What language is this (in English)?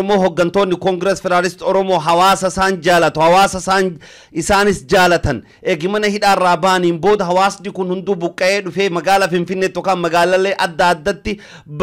Oromo